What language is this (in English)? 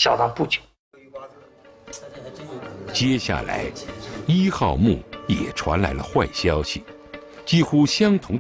Chinese